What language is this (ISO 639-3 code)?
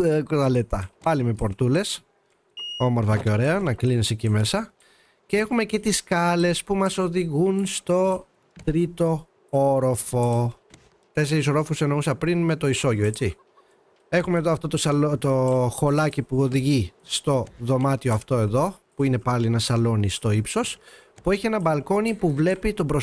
ell